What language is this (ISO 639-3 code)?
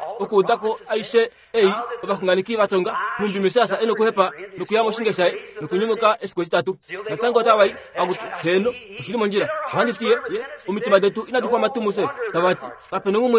kua